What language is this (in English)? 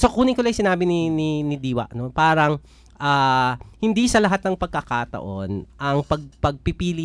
Filipino